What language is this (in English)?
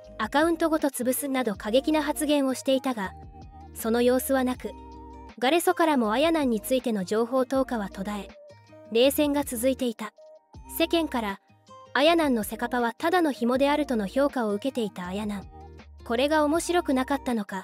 Japanese